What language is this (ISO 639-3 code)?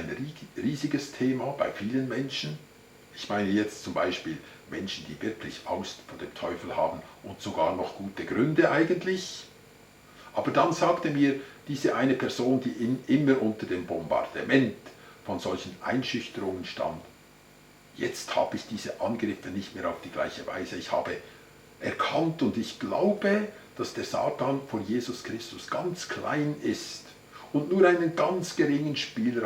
gsw